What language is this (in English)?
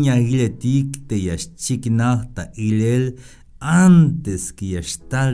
Tzeltal